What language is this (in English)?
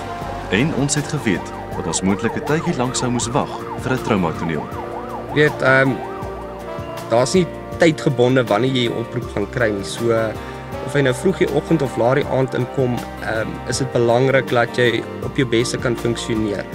Afrikaans